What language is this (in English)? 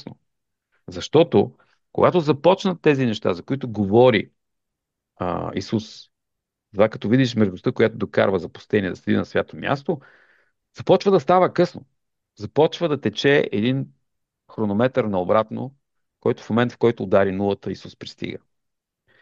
Bulgarian